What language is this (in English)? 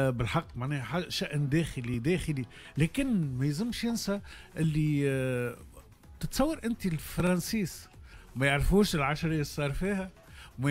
Tunisian Arabic